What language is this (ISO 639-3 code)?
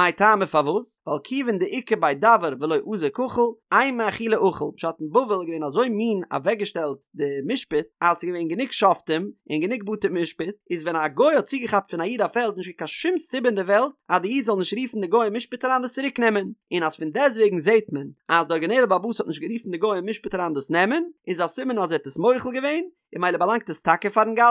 yid